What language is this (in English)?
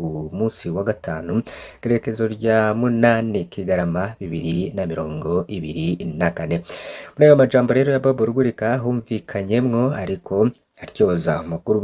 Rundi